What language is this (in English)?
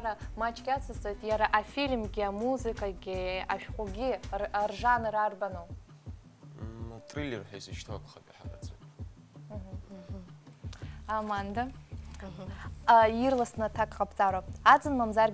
Abkhazian